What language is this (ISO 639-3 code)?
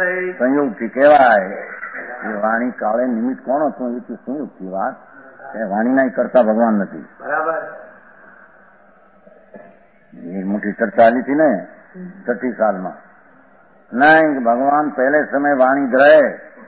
guj